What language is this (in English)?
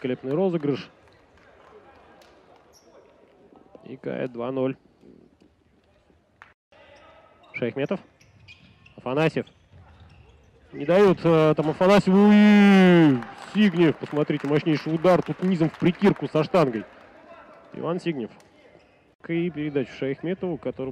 Russian